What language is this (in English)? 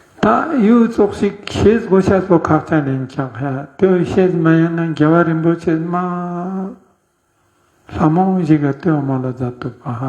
Ladakhi